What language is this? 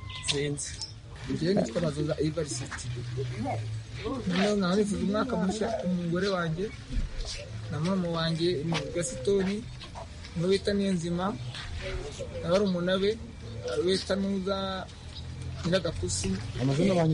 Kinyarwanda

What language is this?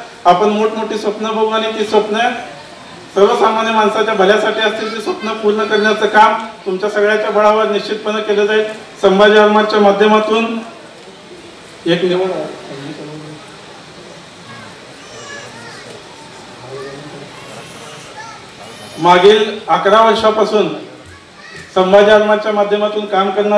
Marathi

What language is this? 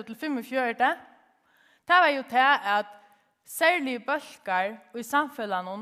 Faroese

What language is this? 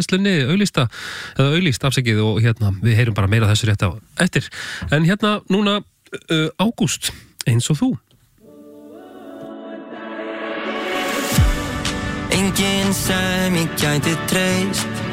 Icelandic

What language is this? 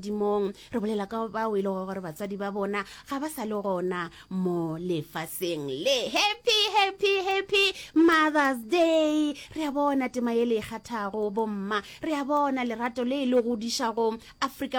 Northern Sotho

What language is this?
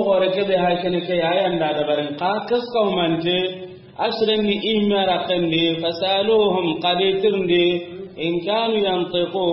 Soninke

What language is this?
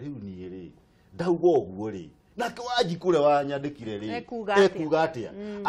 Kikuyu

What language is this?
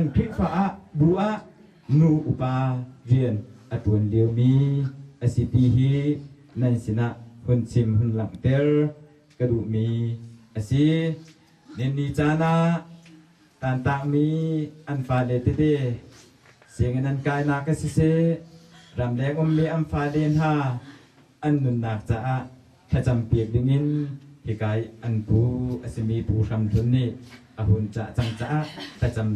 Hakha Chin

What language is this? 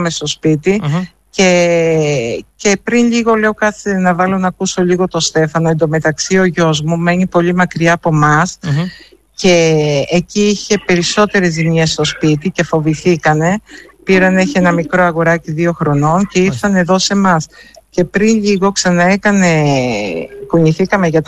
Greek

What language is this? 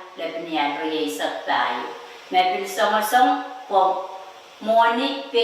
Pohnpeian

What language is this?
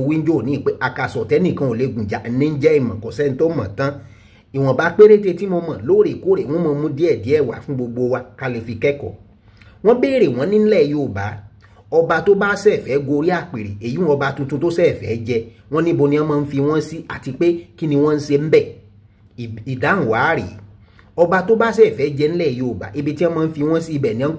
Yoruba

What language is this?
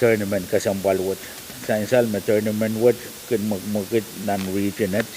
Pohnpeian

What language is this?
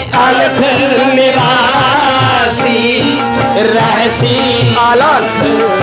Punjabi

